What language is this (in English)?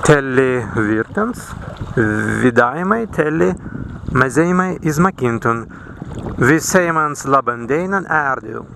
Prussian